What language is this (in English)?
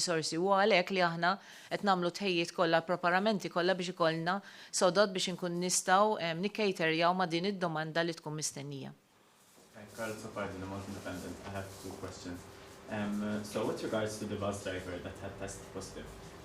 Maltese